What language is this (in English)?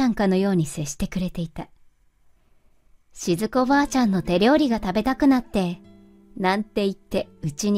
Japanese